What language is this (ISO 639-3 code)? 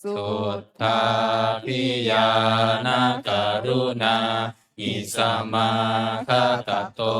pli